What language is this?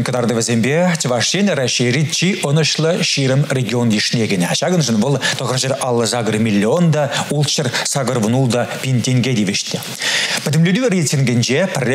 Chuvash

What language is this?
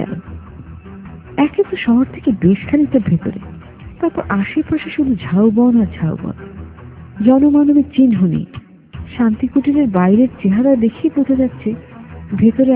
Bangla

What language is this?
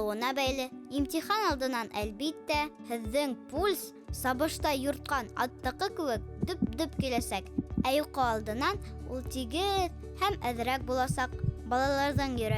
Bashkir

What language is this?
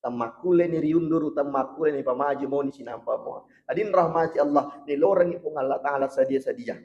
Buginese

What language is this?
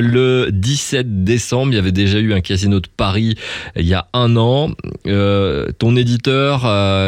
French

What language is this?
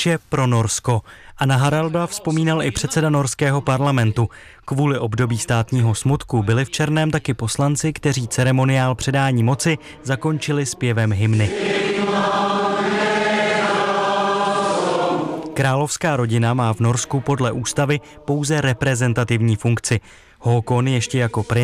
Czech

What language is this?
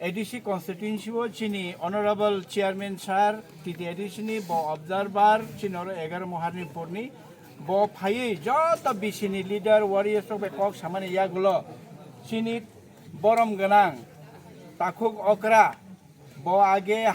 Kok Borok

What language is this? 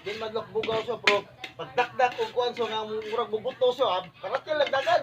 Cebuano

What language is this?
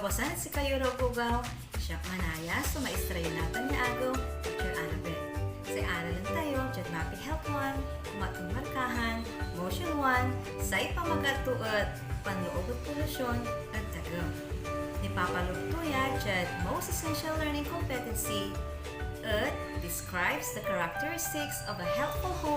Pangasinan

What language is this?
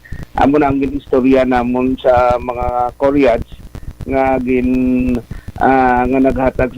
Hiligaynon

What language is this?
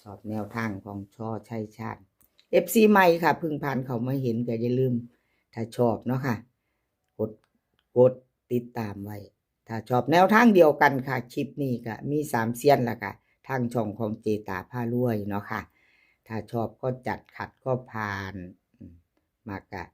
Northeastern Thai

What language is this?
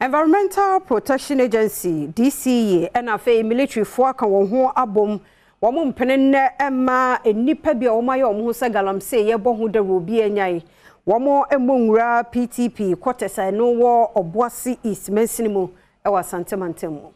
Akan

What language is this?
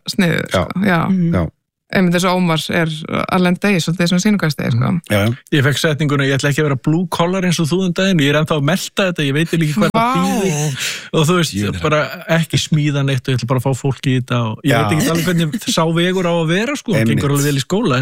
Icelandic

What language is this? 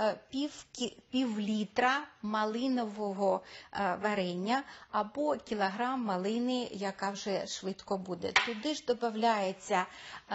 Ukrainian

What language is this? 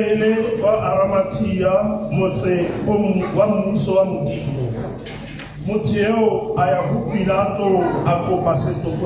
Tswana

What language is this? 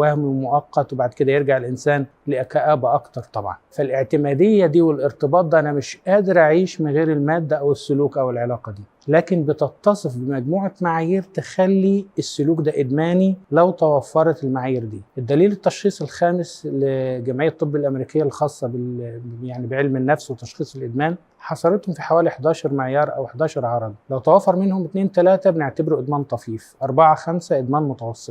Egyptian Arabic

